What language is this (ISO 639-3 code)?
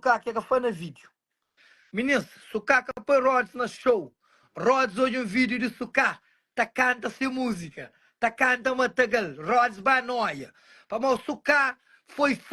kea